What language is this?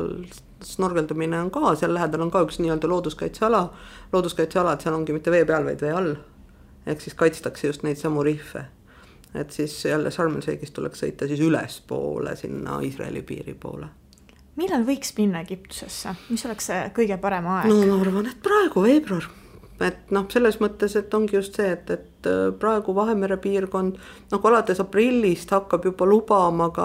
Estonian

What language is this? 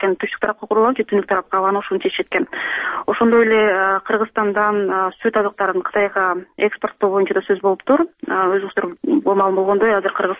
Kyrgyz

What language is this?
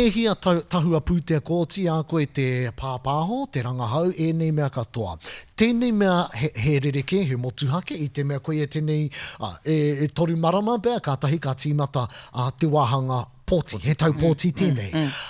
Māori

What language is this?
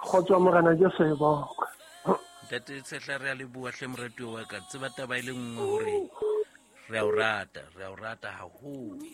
Southern Sotho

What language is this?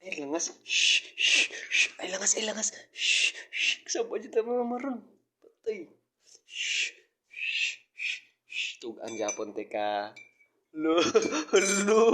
Cebuano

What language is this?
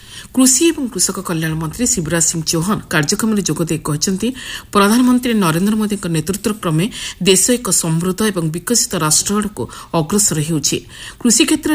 Odia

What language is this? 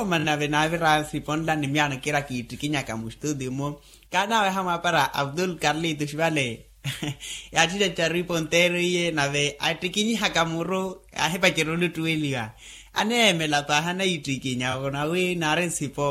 Makhuwa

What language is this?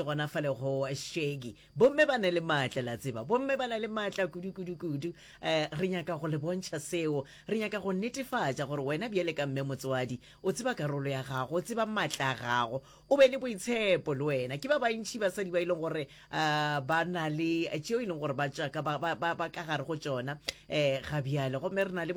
Northern Sotho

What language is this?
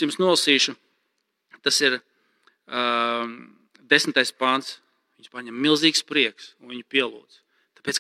Latvian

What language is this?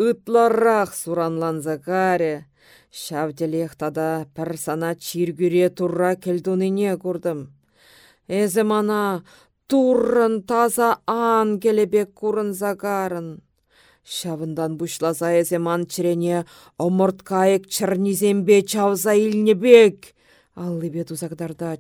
Chuvash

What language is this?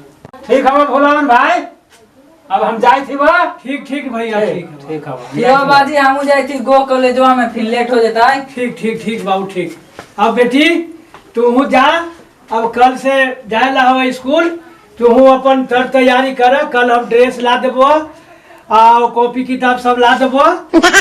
Magahi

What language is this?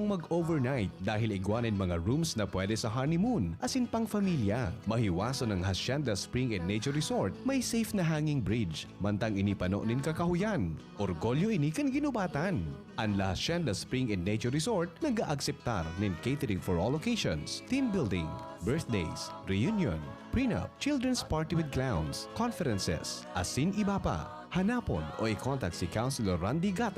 Bikol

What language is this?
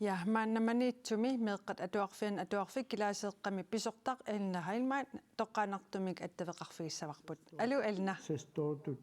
Kalaallisut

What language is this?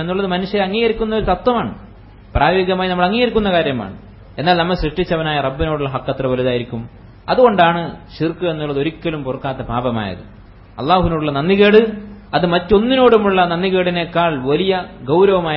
Malayalam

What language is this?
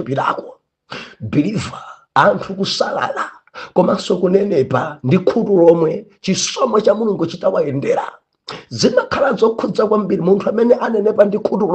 Nyanja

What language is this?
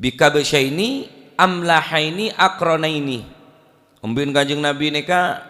Madurese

